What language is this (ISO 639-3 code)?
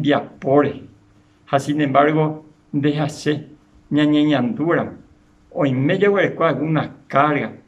grn